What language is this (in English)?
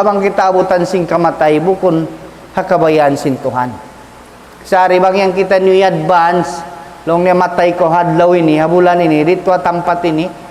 Tausug